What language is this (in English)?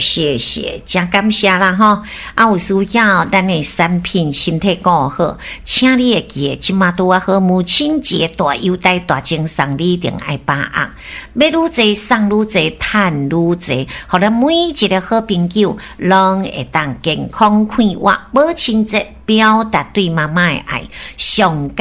Min Nan Chinese